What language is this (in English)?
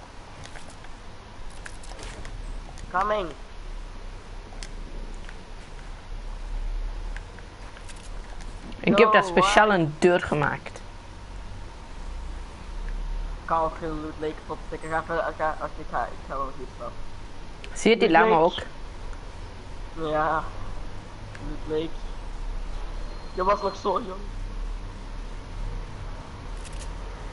Dutch